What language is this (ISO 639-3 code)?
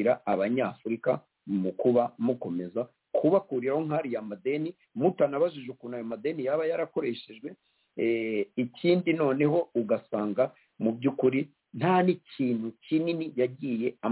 kin